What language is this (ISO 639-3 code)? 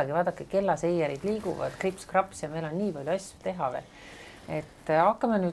est